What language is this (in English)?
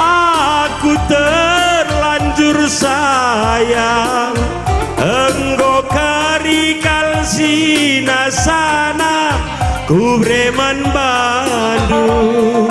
Batak Karo